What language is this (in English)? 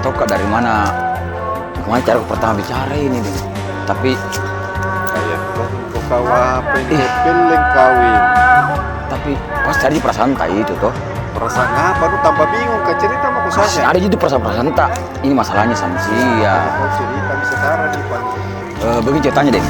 Makassar Malay